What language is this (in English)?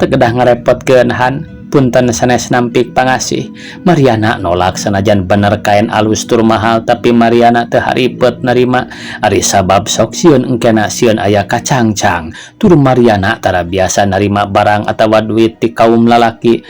Sundanese